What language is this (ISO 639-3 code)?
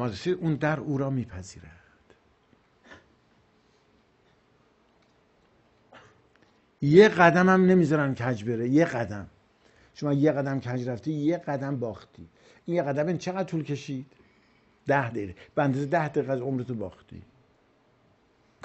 fas